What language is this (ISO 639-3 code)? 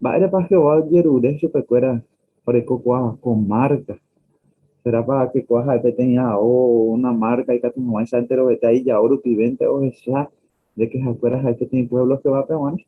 grn